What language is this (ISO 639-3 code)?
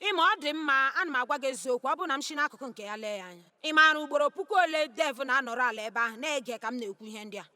ibo